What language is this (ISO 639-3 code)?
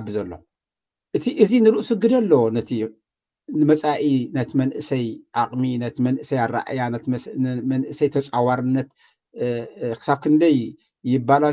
tir